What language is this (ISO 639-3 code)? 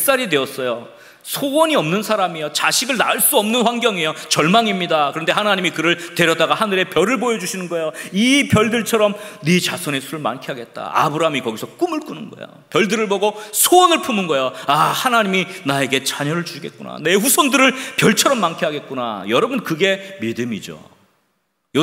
kor